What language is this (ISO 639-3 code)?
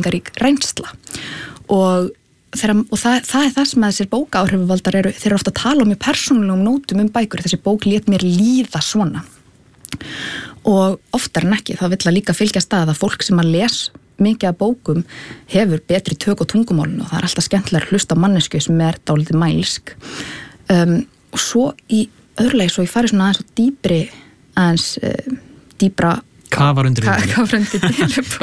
isl